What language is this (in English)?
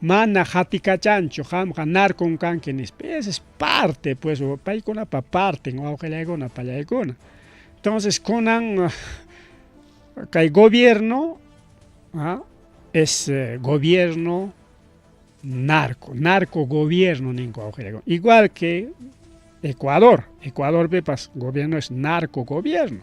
Ayacucho Quechua